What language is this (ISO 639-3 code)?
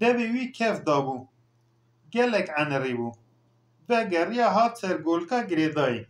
kur